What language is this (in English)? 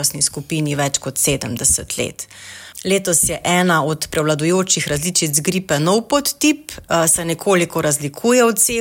Slovenian